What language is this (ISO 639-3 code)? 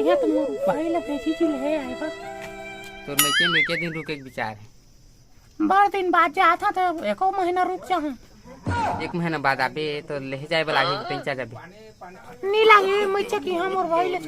hne